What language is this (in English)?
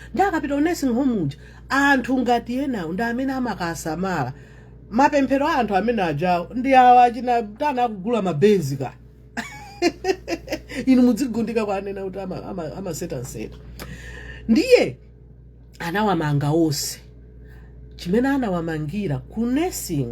Nyanja